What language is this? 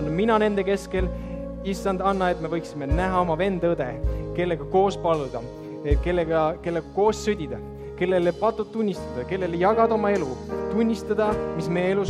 Estonian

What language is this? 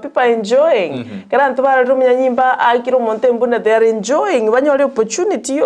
Gusii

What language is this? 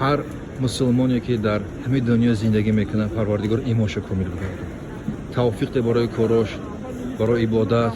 Tajik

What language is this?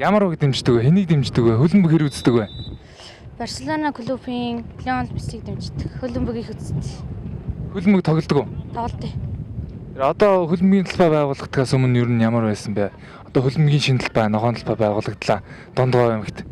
Mongolian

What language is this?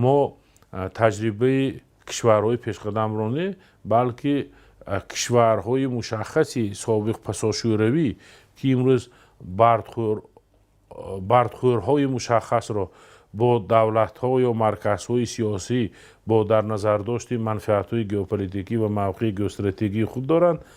Tajik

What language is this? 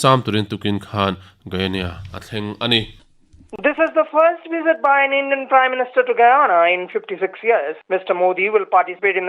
Mizo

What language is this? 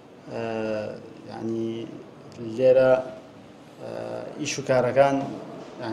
Central Kurdish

